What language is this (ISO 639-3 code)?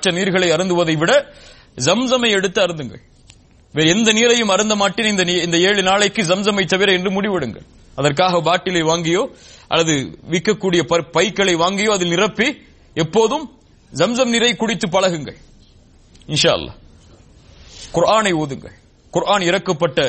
tam